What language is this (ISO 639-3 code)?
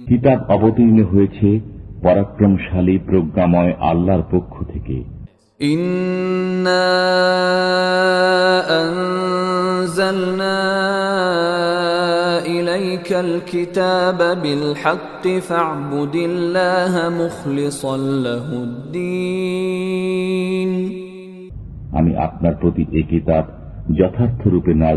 ben